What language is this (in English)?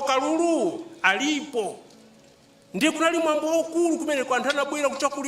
Nyanja